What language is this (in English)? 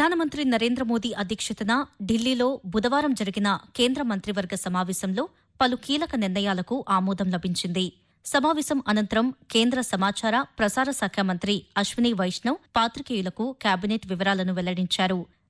Telugu